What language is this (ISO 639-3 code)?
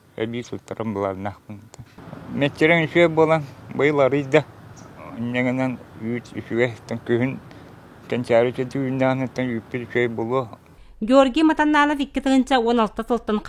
sah